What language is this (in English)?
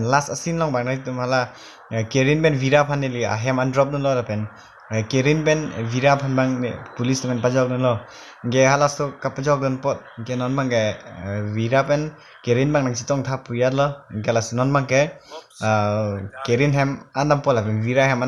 Karbi